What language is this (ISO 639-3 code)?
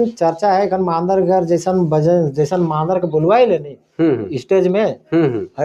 sck